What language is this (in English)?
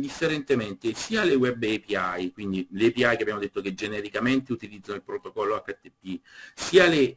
Italian